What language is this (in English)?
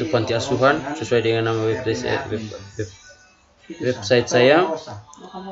Indonesian